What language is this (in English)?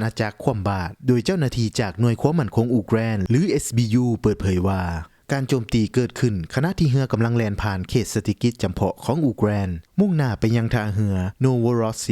Lao